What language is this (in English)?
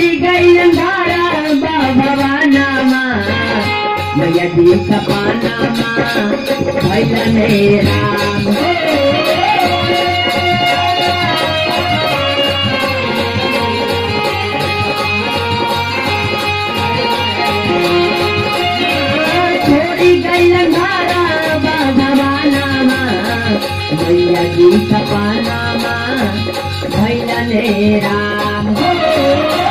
Bhojpuri